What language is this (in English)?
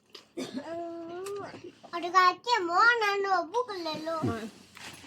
S'gaw Karen